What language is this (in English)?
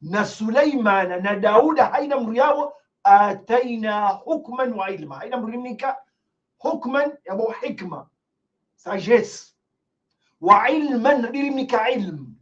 Ngazidja Comorian